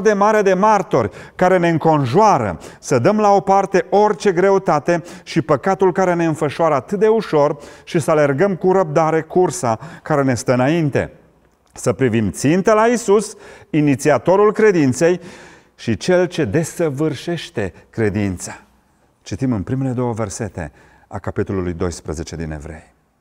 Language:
Romanian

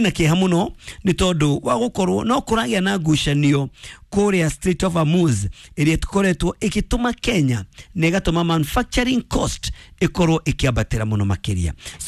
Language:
Kikuyu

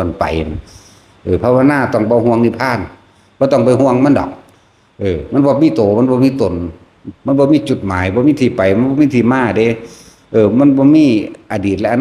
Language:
Northeastern Thai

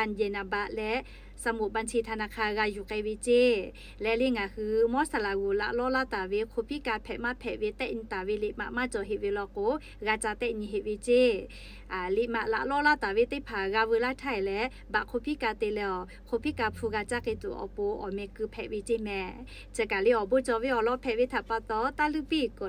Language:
Lahu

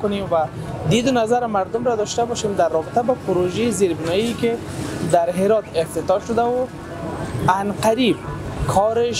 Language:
Persian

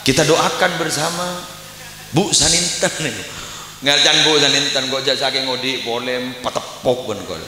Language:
Madurese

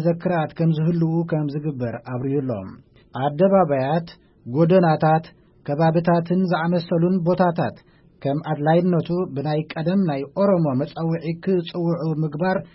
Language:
Tigrinya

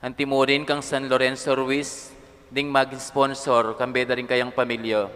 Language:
Pampanga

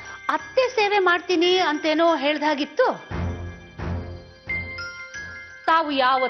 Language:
Kannada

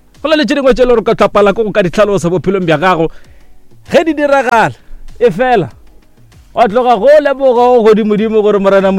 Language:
Northern Sotho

